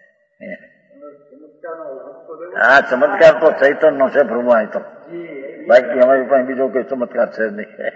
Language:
Gujarati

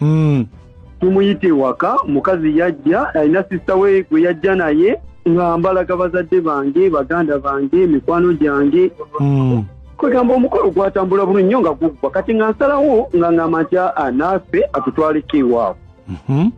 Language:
Ganda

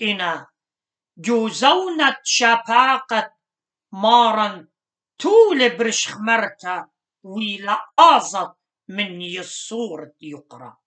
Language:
Assyrian Neo-Aramaic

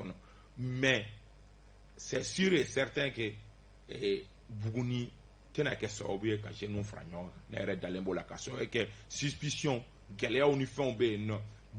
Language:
Bambara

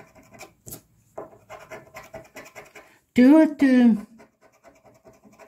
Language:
Hungarian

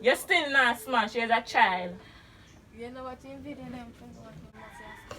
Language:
Jamaican Creole English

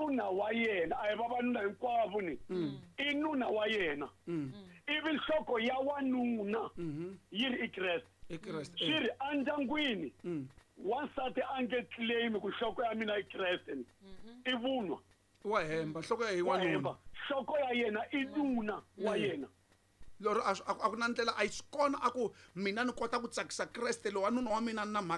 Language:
Tsonga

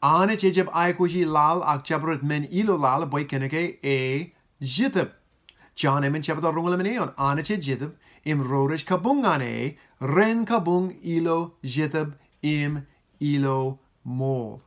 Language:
Marshallese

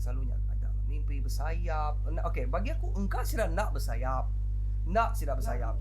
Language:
Iban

